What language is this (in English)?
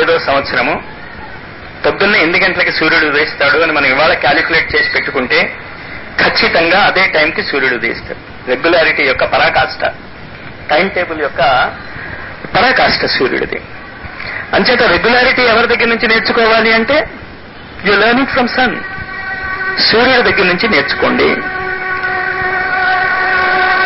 Telugu